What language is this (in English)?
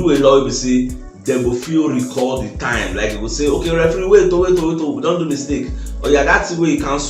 Nigerian Pidgin